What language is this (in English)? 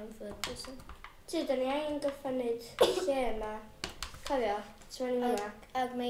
Welsh